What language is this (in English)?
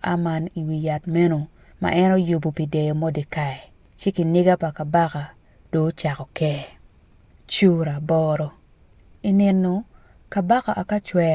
Acoli